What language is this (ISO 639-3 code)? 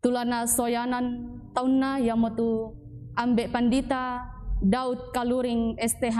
sda